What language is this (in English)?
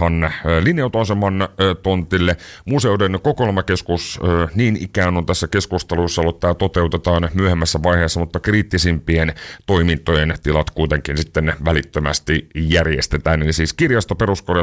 Finnish